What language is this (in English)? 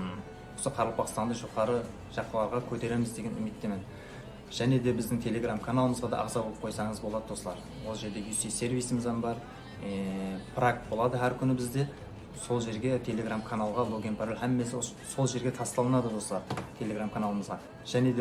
Kara-Kalpak